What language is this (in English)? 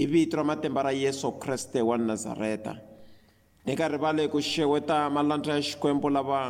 Tsonga